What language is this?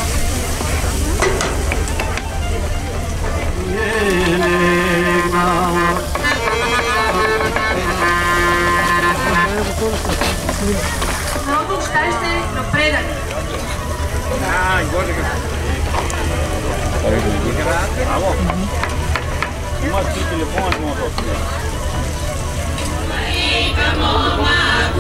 Bulgarian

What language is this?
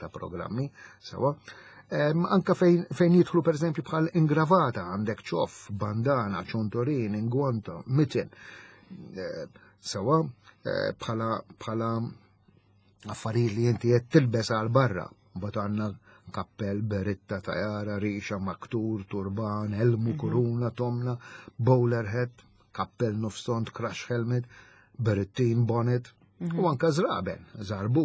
Maltese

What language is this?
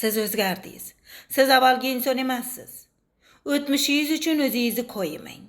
Uzbek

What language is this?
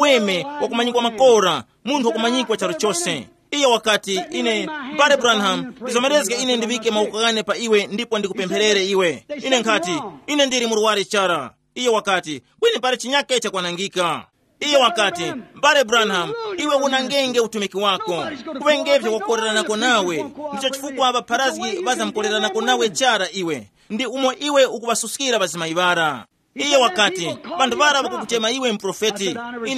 Tumbuka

